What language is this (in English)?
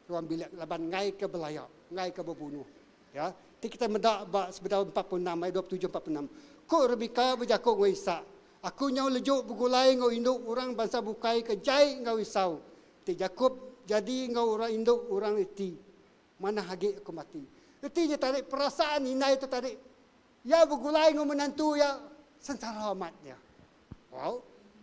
Iban